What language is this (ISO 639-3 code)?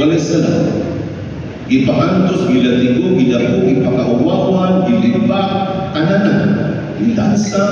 ceb